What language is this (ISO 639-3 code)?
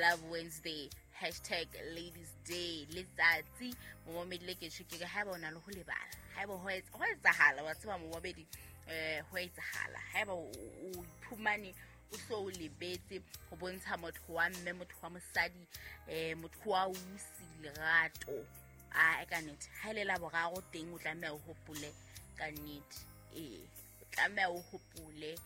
sot